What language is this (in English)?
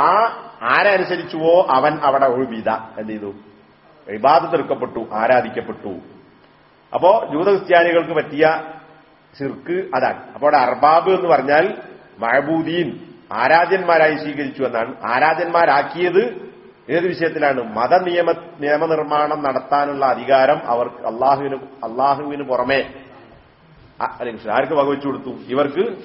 Malayalam